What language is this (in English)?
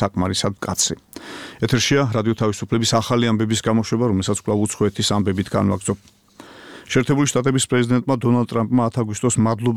Georgian